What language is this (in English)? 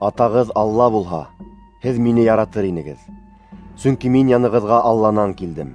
Bashkir